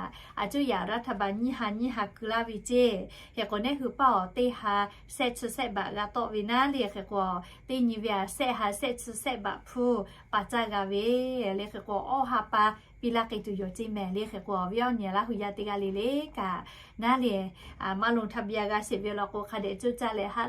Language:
Lahu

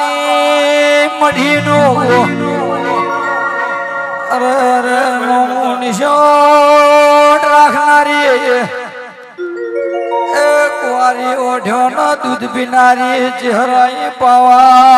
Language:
Gujarati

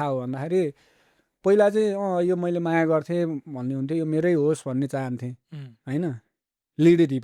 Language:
Nepali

